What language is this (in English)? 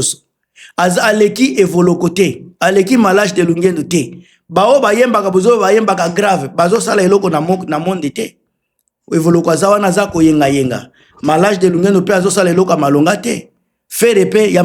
Lingala